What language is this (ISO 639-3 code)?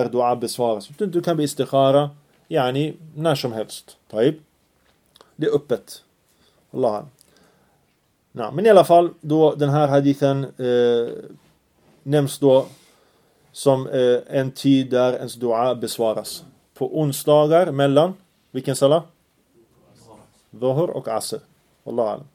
swe